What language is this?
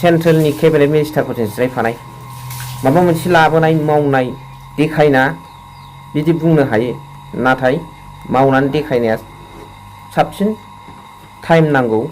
Bodo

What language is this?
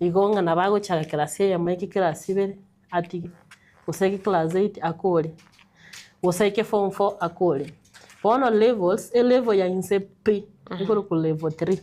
Gusii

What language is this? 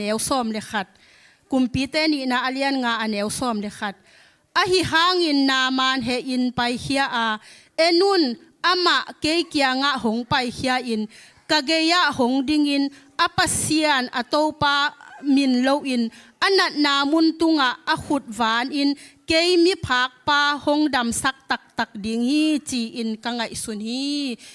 Tedim Chin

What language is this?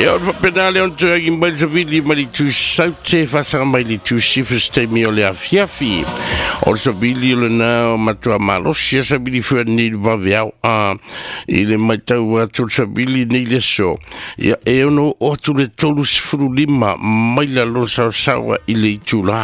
Samoan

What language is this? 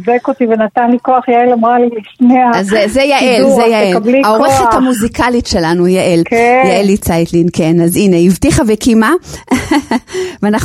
Hebrew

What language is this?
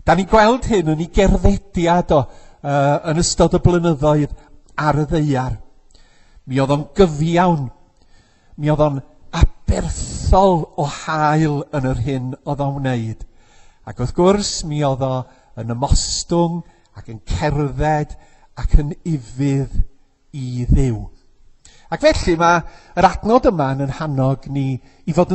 Welsh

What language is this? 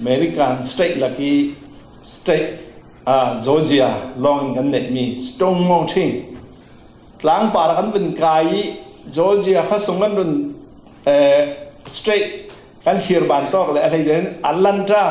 Falam Chin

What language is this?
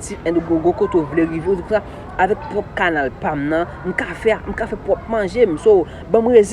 Haitian Creole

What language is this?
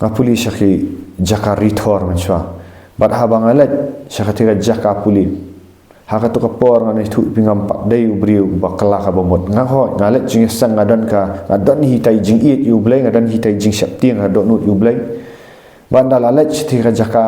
Khasi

